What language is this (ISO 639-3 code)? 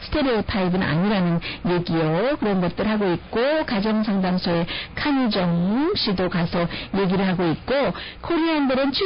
kor